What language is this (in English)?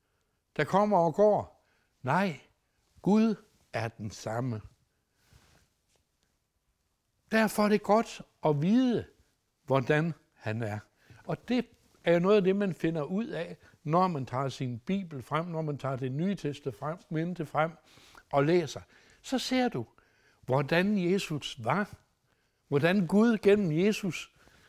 Danish